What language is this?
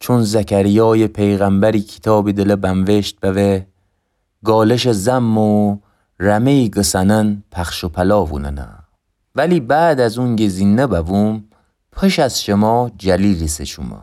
Gilaki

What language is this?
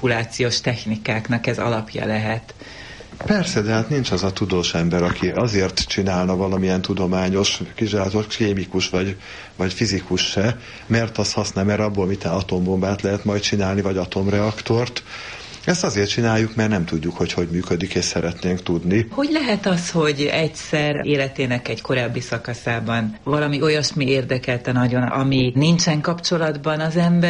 Hungarian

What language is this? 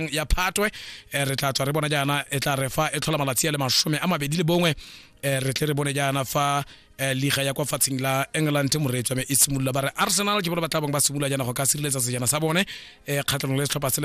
Tswana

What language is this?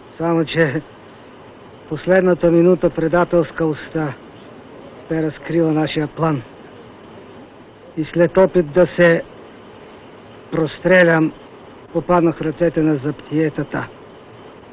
Bulgarian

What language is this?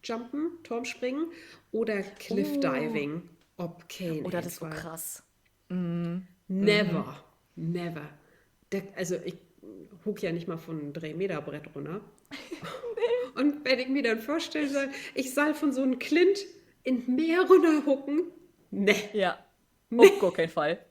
Low German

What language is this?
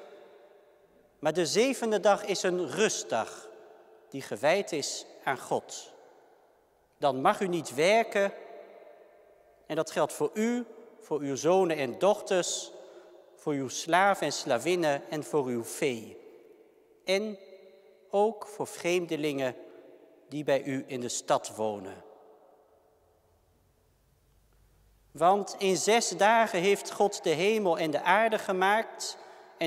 Dutch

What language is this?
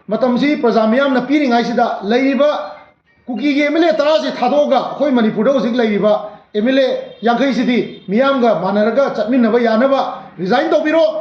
Manipuri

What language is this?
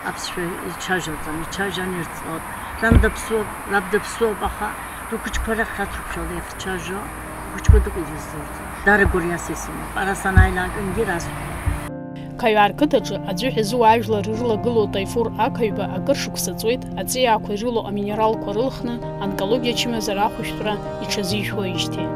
Abkhazian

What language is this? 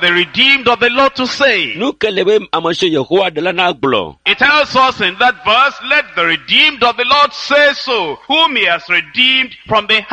Ewe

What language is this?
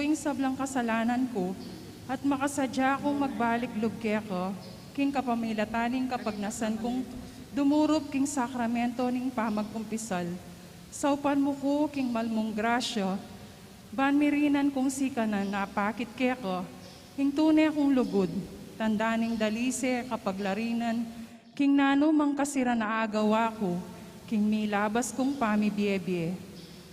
Pampanga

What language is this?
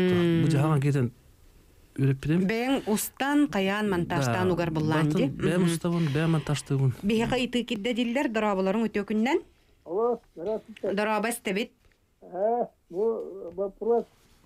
Yakut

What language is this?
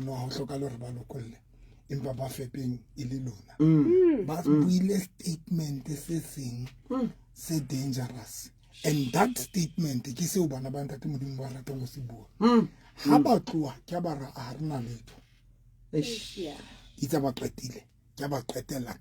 Southern Sotho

